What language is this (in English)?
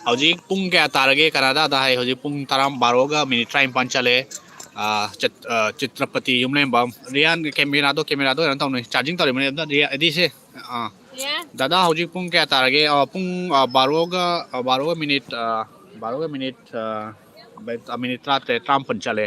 Manipuri